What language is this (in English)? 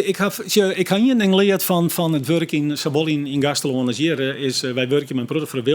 Western Frisian